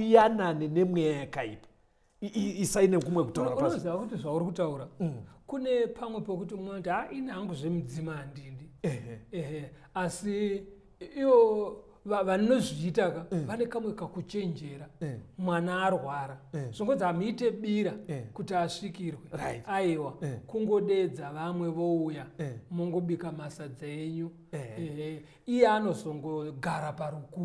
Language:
Shona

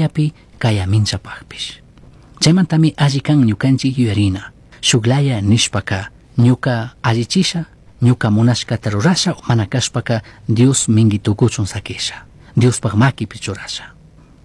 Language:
Chimborazo Highland Quichua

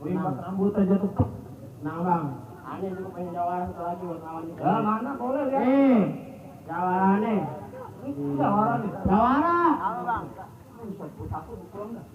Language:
Betawi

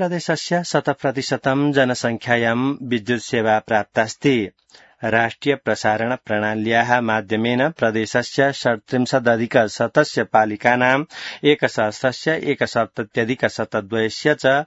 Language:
Sanskrit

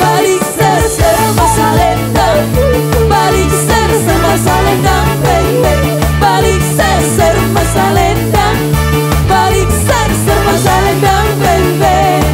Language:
Batak Toba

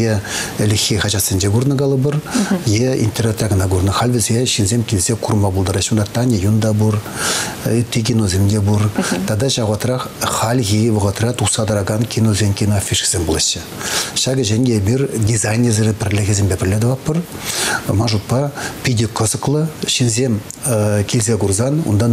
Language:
Chuvash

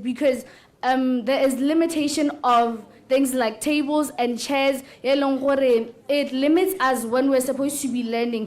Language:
Tswana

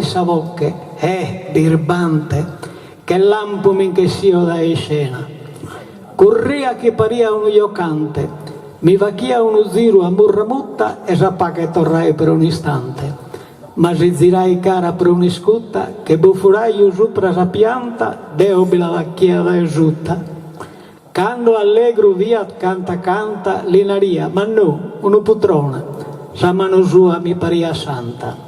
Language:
Sardinian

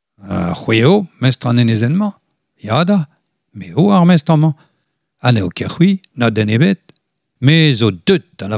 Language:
Breton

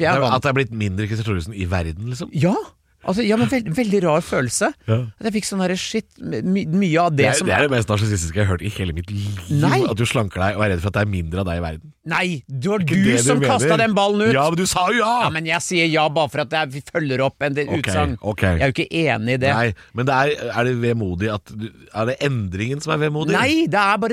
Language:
Norwegian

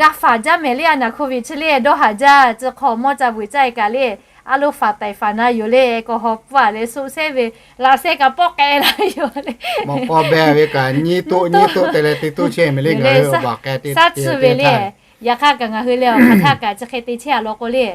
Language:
Lahu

